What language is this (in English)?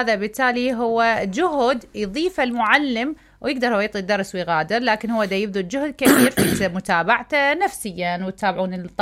Mesopotamian Arabic